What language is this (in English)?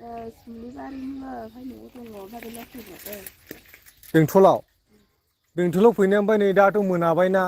Bodo